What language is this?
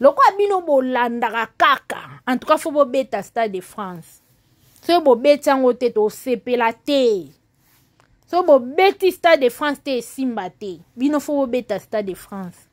Lingala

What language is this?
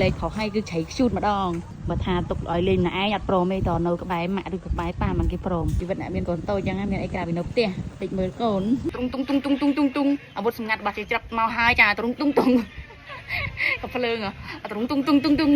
Khmer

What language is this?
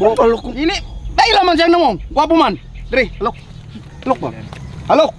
Cebuano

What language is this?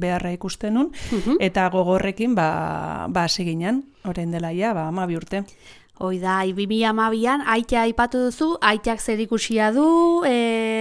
Basque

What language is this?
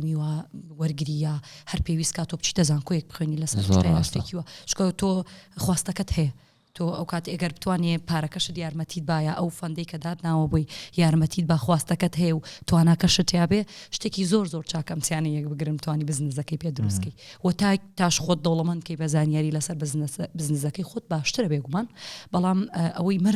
Central Kurdish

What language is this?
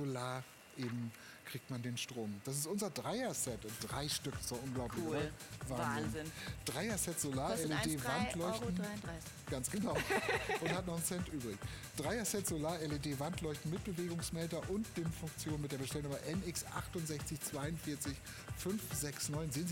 German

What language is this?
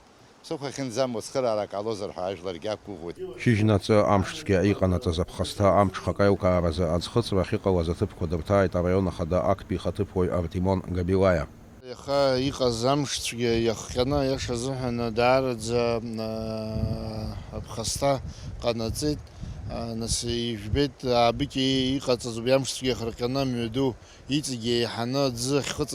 Abkhazian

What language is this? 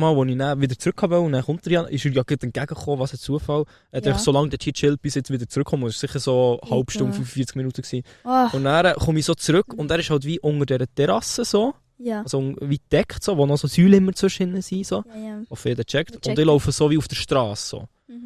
Swiss German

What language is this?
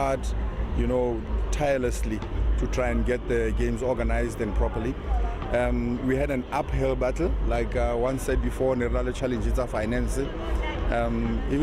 Tswana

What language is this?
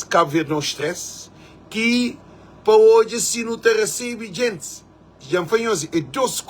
Kabuverdianu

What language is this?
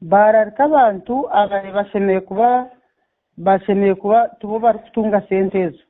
Nyankole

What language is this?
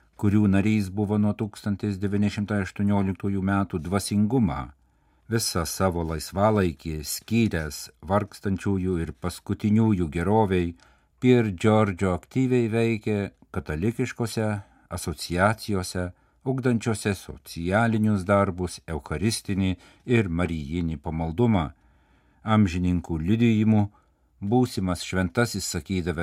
Lithuanian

